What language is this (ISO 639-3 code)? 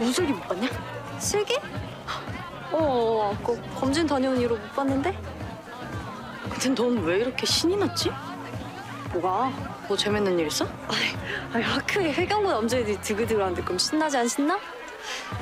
kor